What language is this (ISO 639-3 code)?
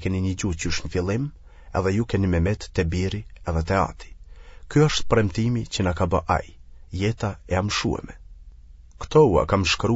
sqi